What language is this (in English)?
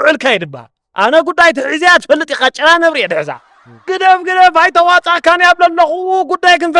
Tigrinya